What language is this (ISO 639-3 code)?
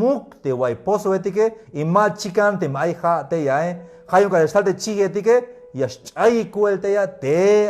tzh